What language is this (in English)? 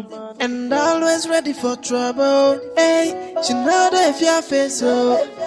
Nigerian Pidgin